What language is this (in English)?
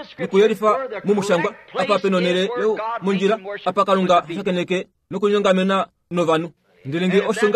Kuanyama